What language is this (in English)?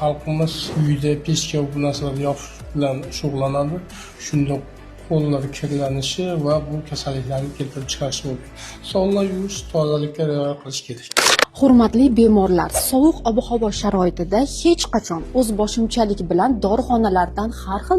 Uzbek